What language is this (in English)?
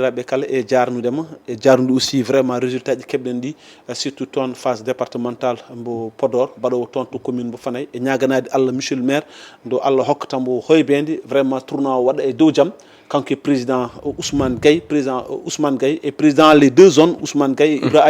Fula